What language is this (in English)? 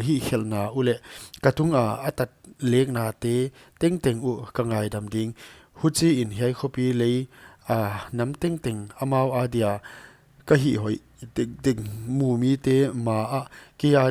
Paite Chin